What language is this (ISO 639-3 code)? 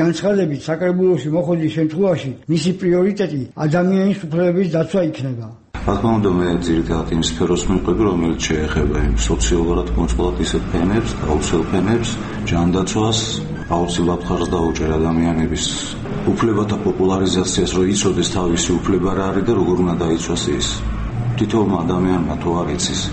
kat